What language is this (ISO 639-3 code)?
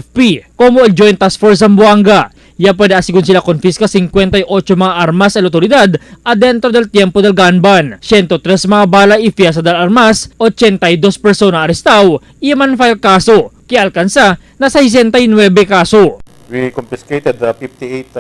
cbk